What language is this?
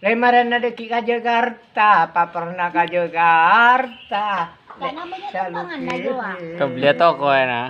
Madurese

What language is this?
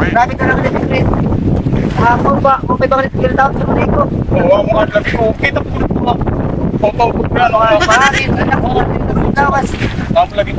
Waray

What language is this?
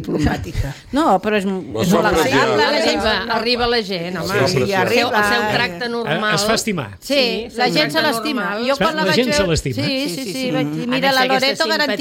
Catalan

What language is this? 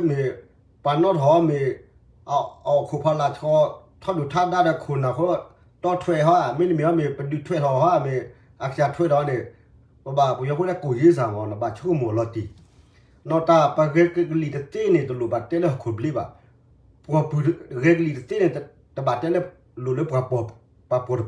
S'gaw Karen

